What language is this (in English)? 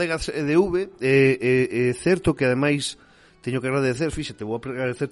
Galician